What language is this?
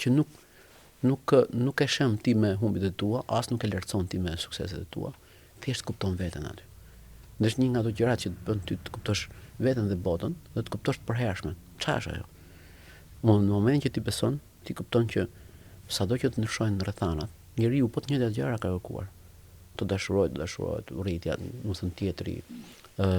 Albanian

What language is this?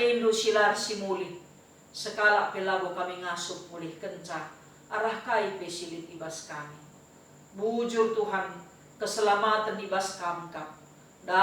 Batak Karo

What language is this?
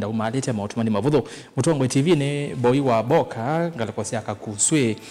Kamba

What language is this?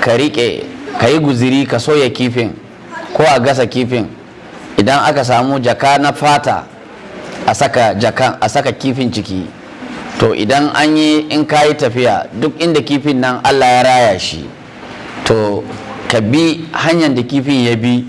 Hausa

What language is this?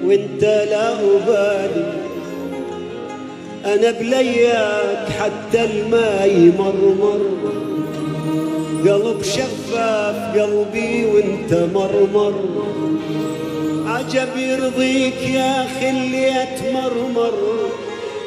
Arabic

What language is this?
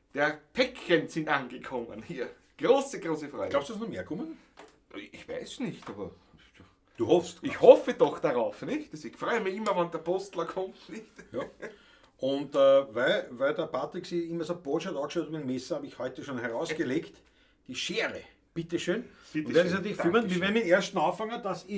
Bavarian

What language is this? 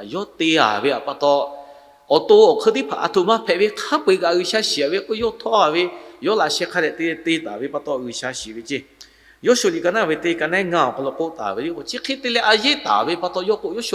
Lahu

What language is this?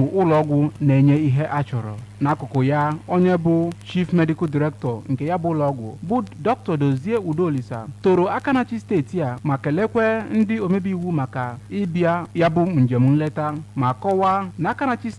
Igbo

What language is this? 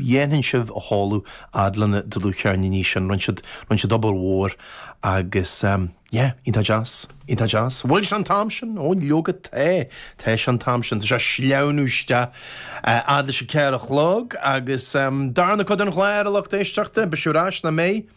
Irish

